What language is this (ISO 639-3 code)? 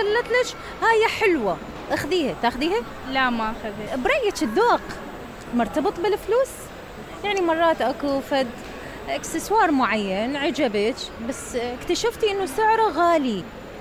acm